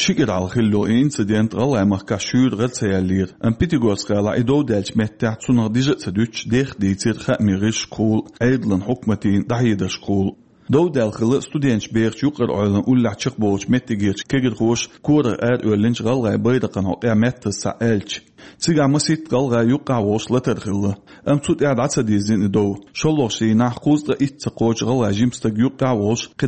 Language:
Chechen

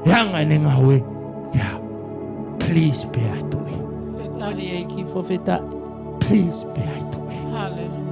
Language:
Tongan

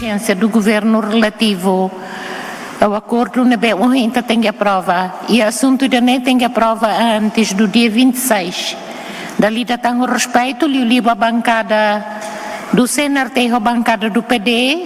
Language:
Tetum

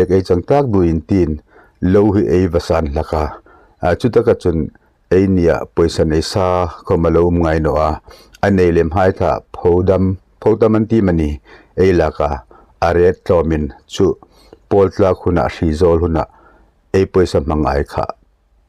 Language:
Hmar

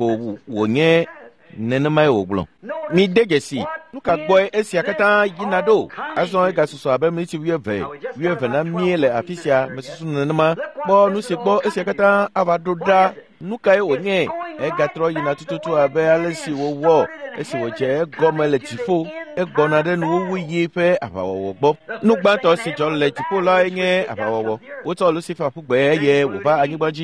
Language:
Ewe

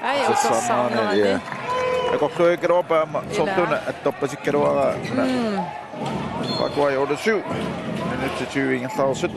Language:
Kalaallisut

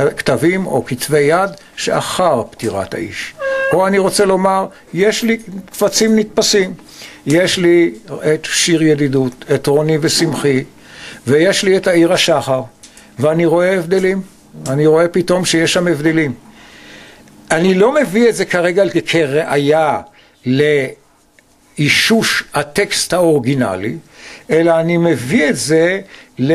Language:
Hebrew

